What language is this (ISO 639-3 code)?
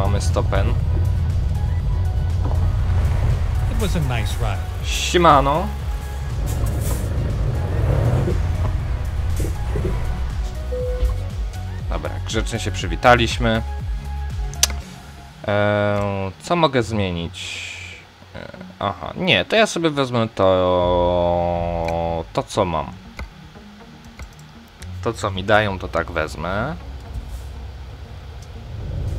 pol